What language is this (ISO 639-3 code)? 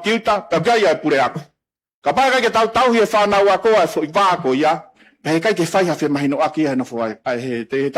ton